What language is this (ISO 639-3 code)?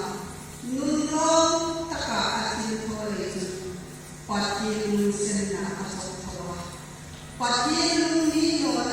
hmr